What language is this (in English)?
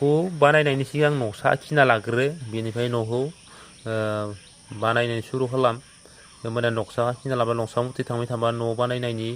Bodo